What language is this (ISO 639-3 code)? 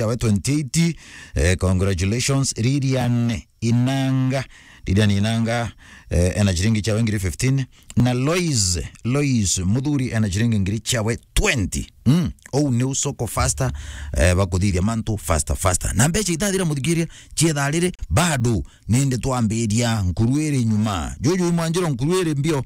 mer